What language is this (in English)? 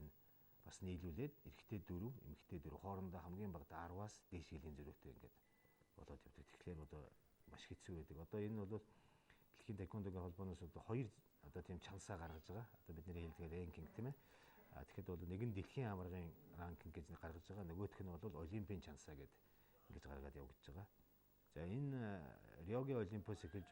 Mongolian